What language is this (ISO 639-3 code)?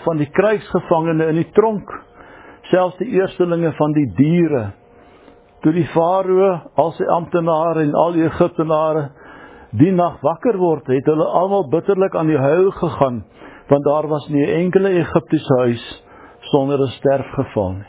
afr